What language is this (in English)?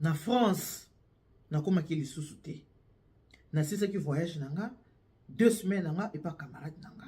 Lingala